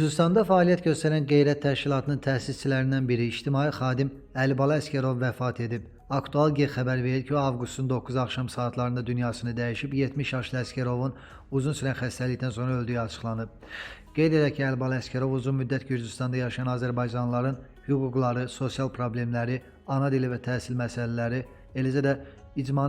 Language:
Azerbaijani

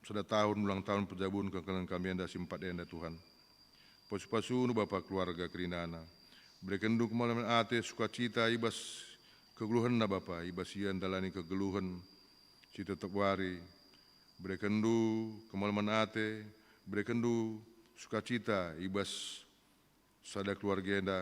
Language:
Batak Karo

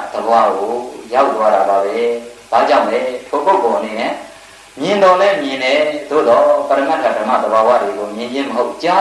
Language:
Burmese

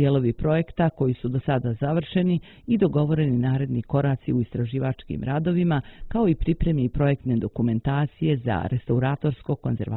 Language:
Bosnian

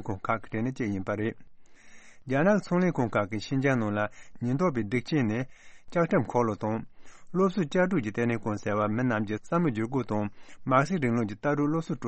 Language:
Tibetan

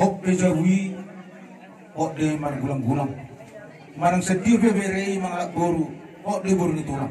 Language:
Batak Toba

